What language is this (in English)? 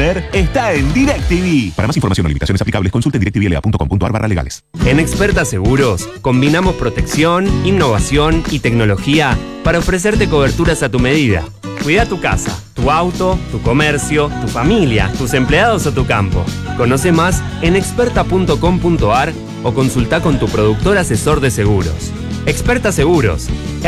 Spanish